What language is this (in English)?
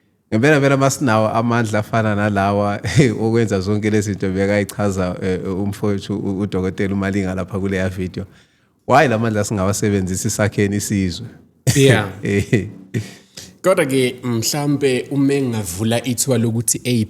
Zulu